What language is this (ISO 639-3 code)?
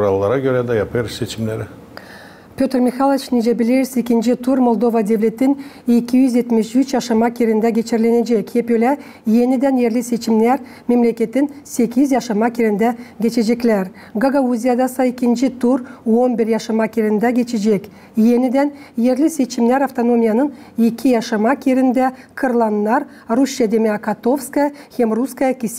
gag